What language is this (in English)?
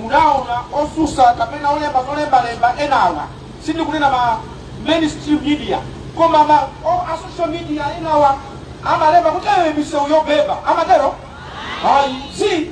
Nyanja